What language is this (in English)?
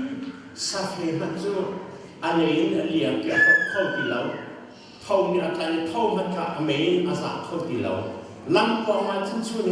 Hakha Chin